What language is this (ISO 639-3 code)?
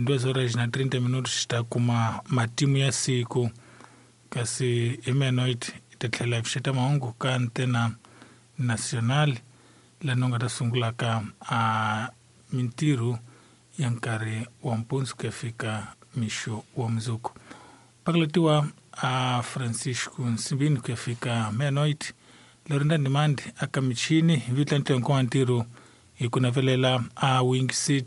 tso